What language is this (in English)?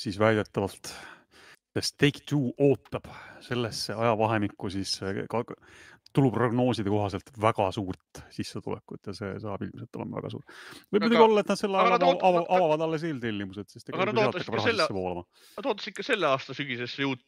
Estonian